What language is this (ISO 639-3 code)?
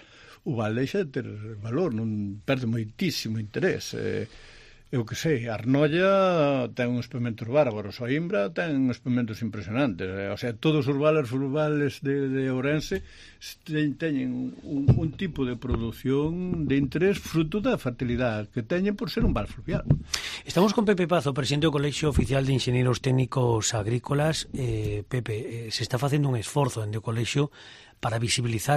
glg